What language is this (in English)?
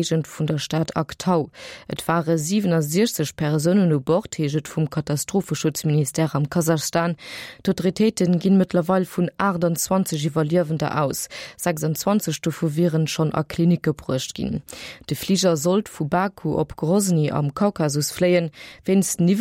Luxembourgish